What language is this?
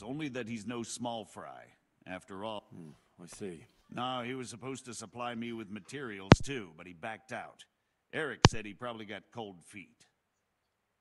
Polish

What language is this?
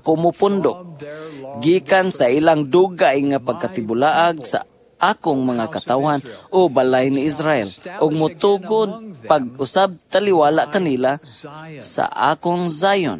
Cebuano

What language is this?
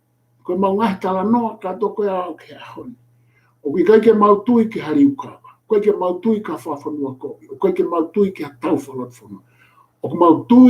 Tongan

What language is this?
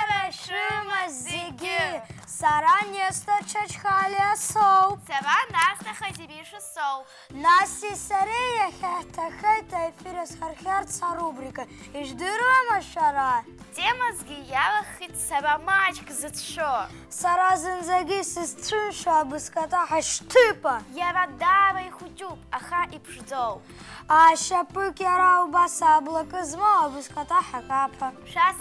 Abkhazian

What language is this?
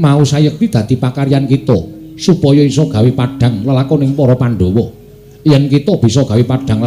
Javanese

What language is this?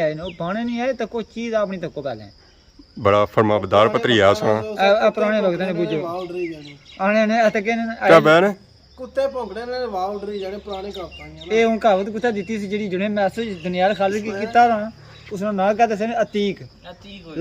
Pahari-Potwari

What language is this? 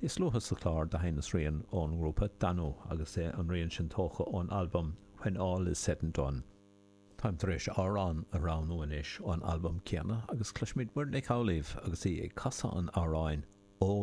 Irish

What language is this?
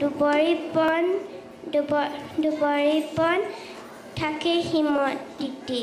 Assamese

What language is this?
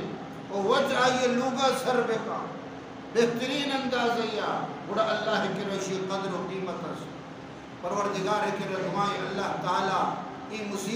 Baluchi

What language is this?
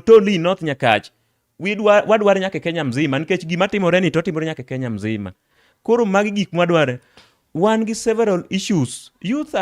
Luo (Kenya and Tanzania)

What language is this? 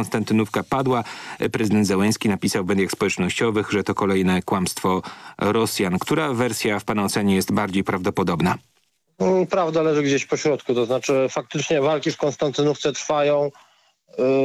Polish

